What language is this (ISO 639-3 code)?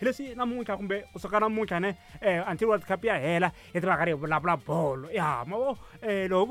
tso